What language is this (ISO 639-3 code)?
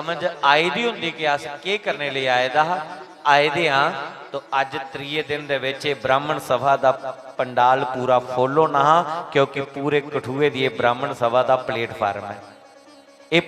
doi